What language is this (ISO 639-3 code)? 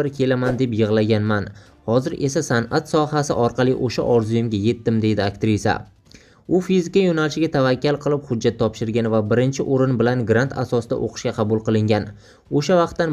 uzb